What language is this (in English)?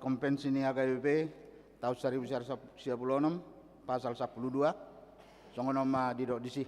Batak Toba